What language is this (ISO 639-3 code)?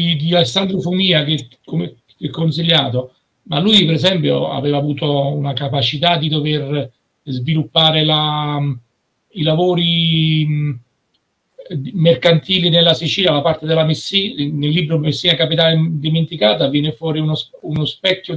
ita